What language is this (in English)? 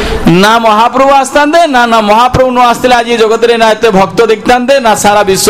Odia